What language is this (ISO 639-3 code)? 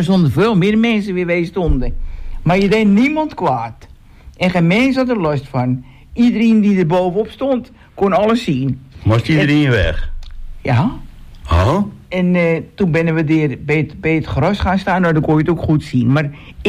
nld